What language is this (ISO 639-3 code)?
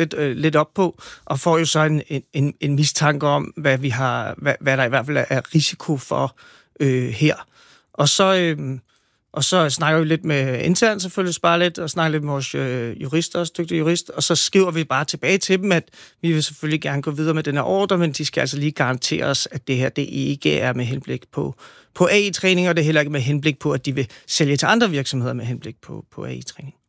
dan